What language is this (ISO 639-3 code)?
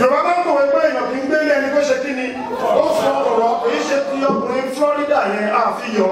yor